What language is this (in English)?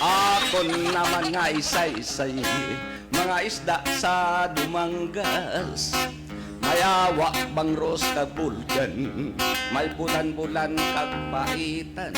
Hiligaynon